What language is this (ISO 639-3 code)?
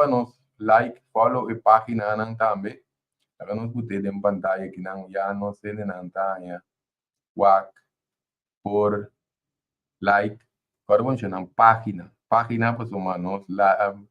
pap